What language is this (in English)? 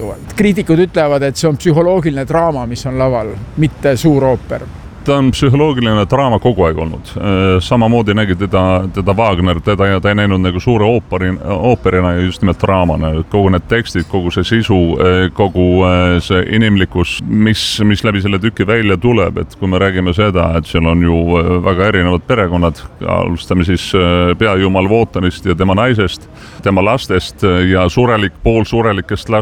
Estonian